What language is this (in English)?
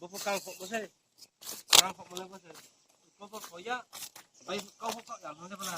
Riang (India)